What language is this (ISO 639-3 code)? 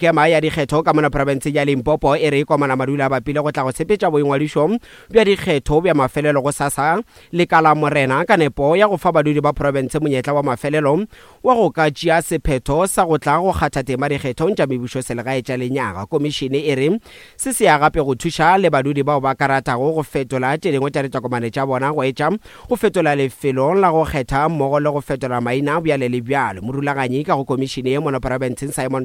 nso